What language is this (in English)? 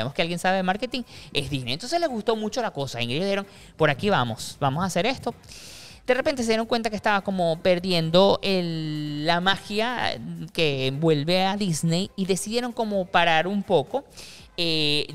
Spanish